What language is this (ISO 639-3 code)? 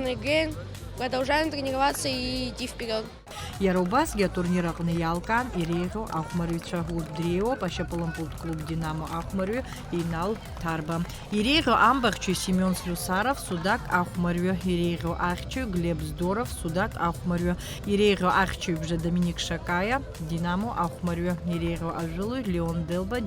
abk